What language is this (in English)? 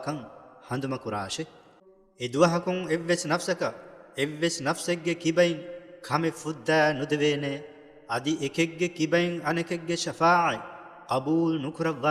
Divehi